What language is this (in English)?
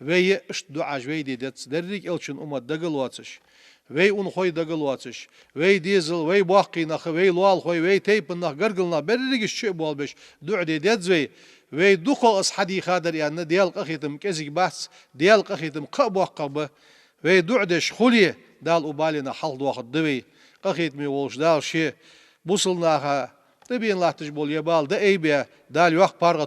Ingush